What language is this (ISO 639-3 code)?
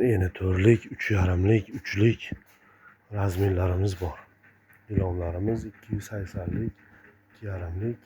uzb